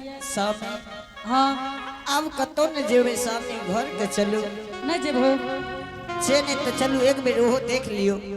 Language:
Angika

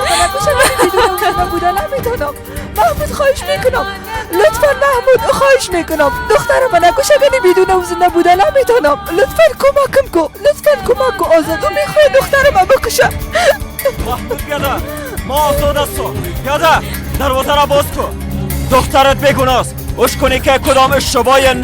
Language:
Persian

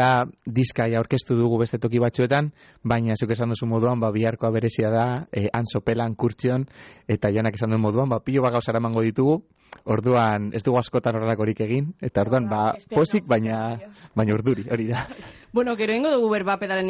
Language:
Basque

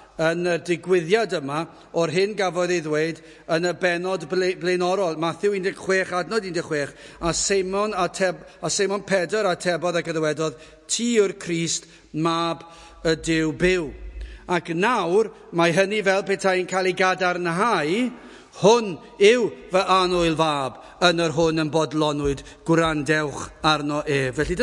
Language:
Welsh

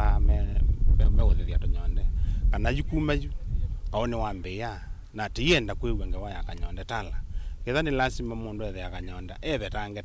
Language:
Kamba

